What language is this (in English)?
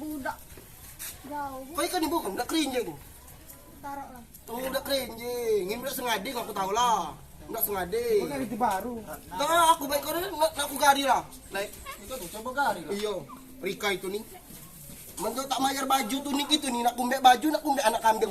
Musi